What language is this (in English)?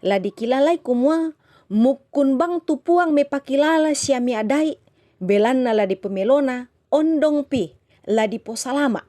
Toraja-Sa'dan